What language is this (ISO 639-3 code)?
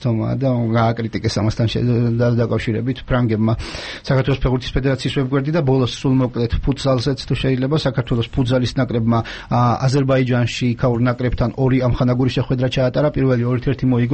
kat